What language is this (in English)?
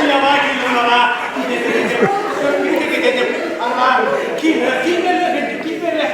Chuvash